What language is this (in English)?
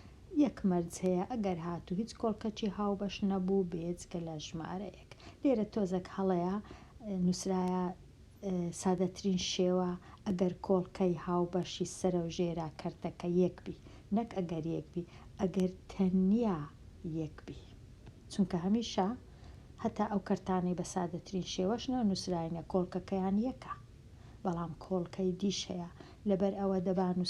Central Kurdish